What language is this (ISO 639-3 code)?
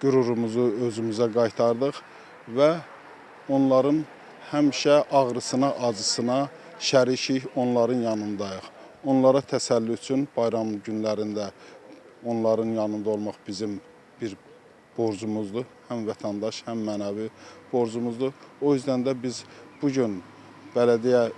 aze